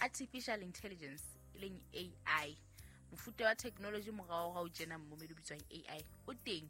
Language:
Southern Sotho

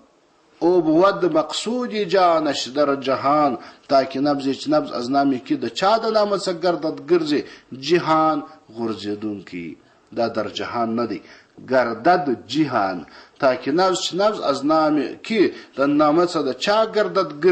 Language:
Pashto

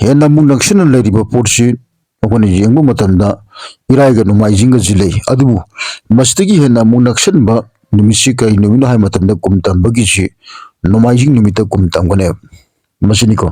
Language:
Manipuri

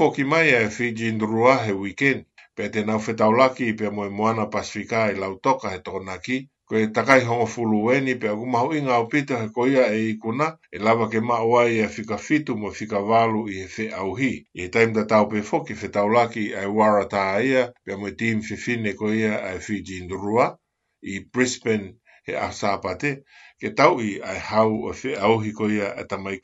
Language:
Tongan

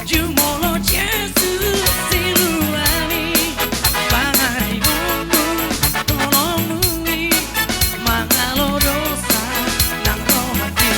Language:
Batak Toba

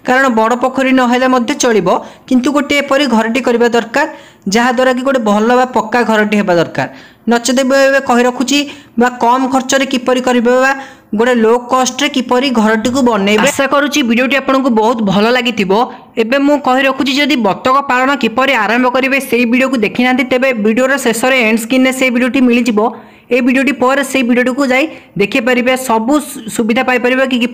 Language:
Odia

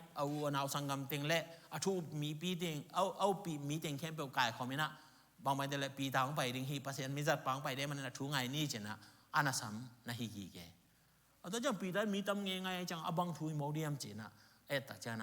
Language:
Tedim Chin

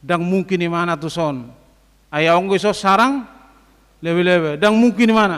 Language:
Batak Toba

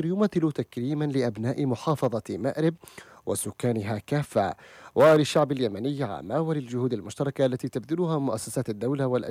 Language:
Arabic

